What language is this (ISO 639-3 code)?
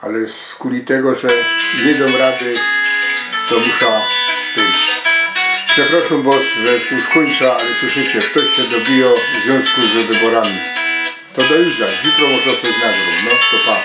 szl